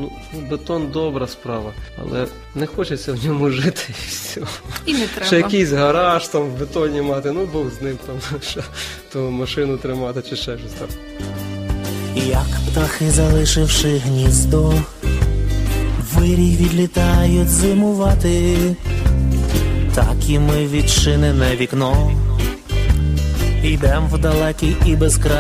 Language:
Ukrainian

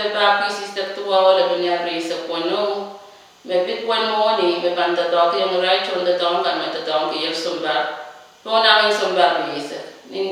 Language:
Pohnpeian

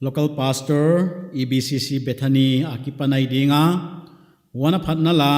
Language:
Paite Chin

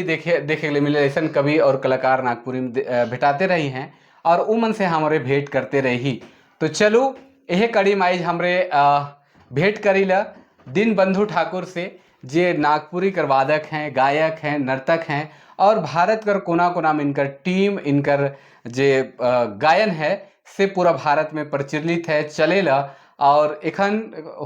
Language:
Sadri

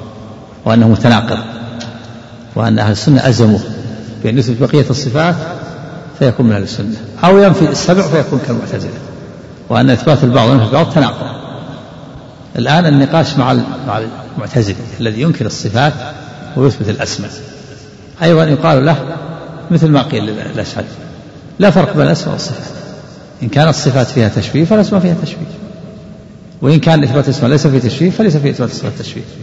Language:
Arabic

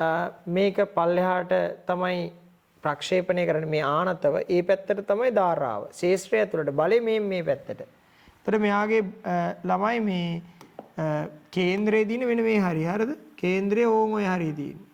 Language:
Sinhala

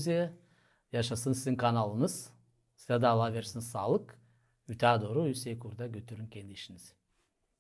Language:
Gagauz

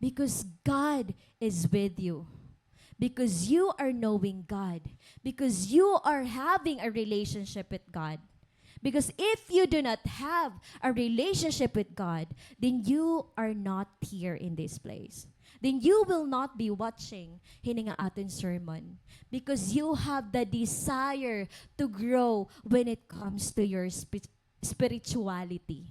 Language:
Waray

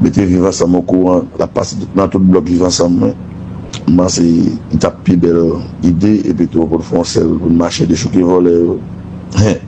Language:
Haitian Creole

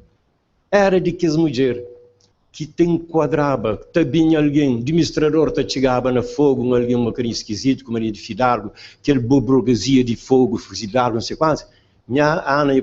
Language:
Kabuverdianu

